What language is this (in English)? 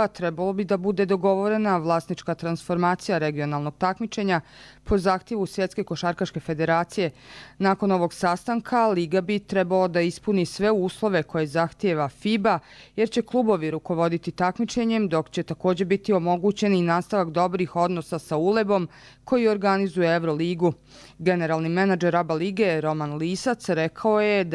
Croatian